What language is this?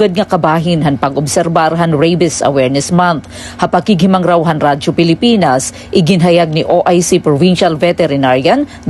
Waray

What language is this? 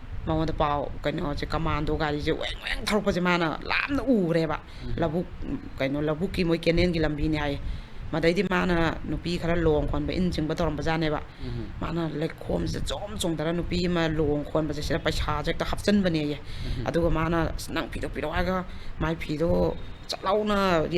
Manipuri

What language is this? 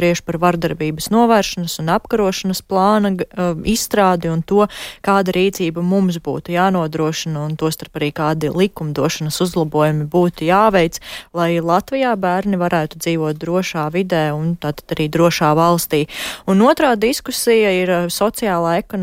Latvian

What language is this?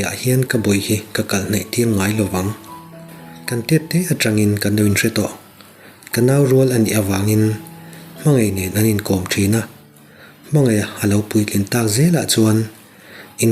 Mizo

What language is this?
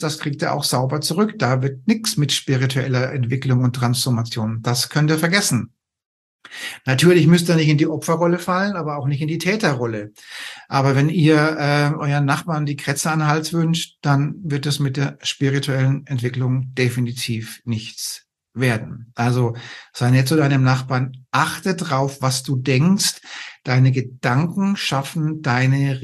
German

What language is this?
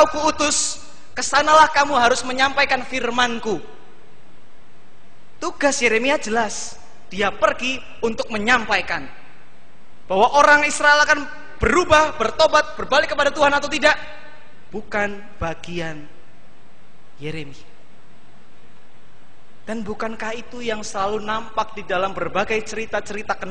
Indonesian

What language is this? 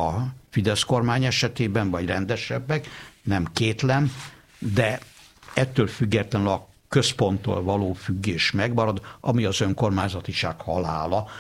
Hungarian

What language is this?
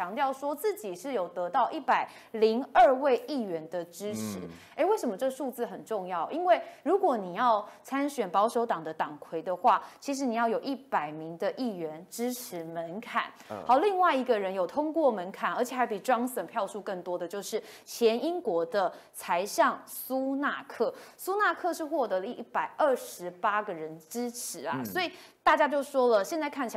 Chinese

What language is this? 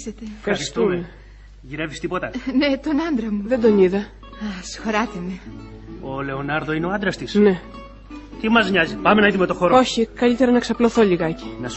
Greek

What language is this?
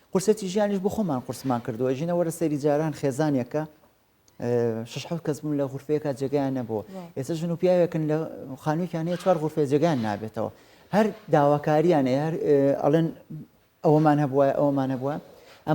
Central Kurdish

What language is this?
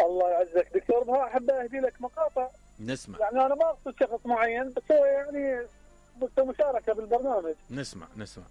Mesopotamian Arabic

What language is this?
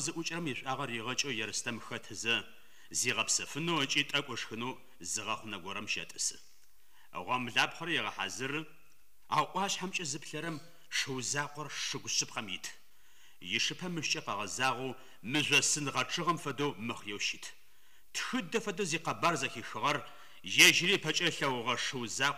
Adyghe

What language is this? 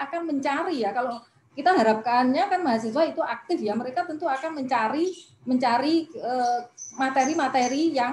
Indonesian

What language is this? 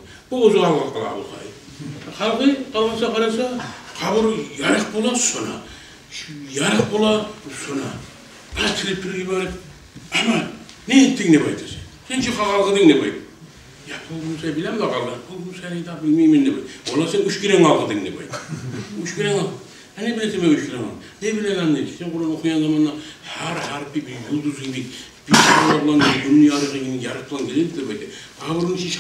Kumyk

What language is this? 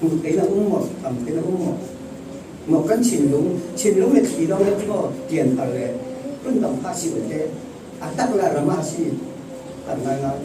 Falam Chin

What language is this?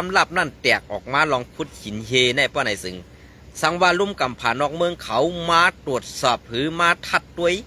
Shan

